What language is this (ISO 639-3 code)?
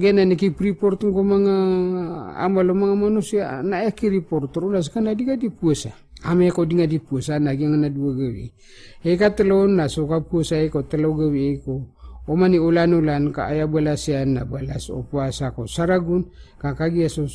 mrw